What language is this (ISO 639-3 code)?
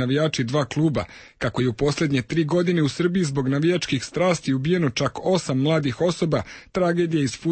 hrv